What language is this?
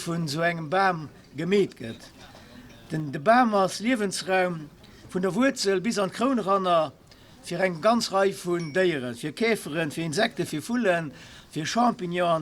Luxembourgish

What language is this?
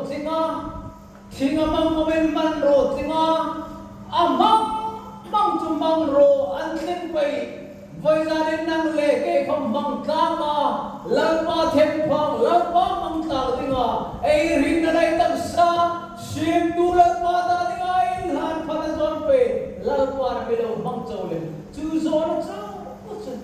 Hmar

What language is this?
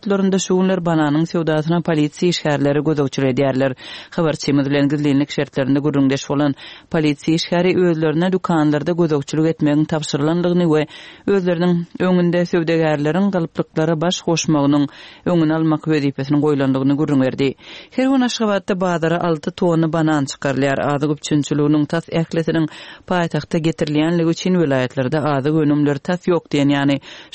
Turkmen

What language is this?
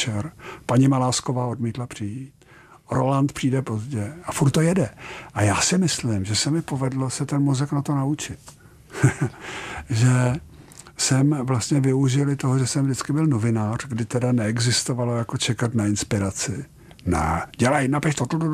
Czech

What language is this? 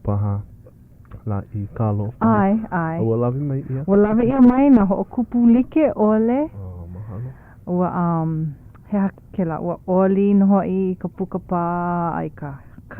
Hawaiian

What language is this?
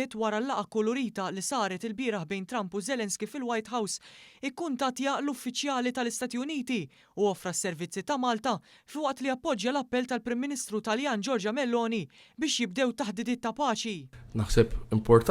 Maltese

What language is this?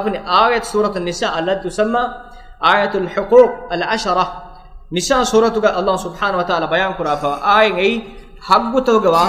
Divehi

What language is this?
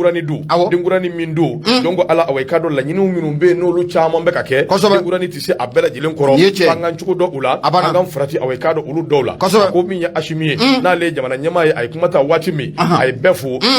Bambara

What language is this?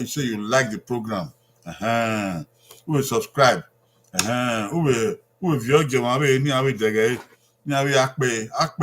Bini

